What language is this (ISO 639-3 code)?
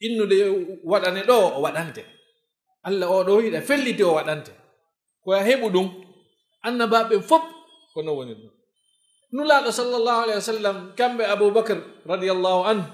ful